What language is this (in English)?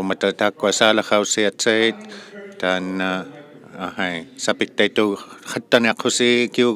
Inuktitut